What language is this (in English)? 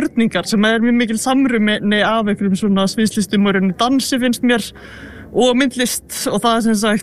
Icelandic